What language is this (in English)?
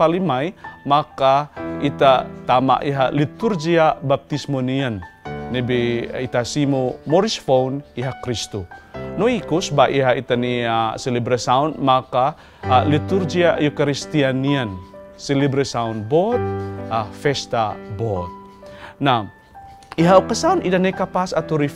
Tetum